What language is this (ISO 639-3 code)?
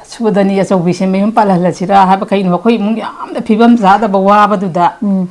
mni